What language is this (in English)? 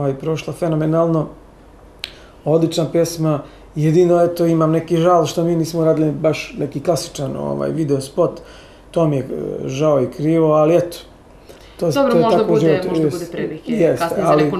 Serbian